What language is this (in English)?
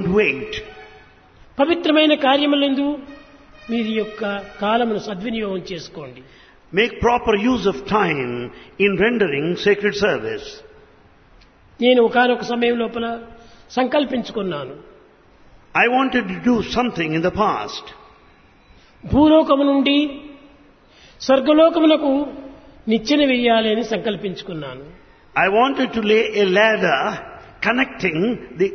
Telugu